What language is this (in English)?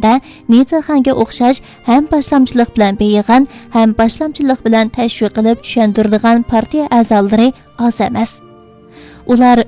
Uyghur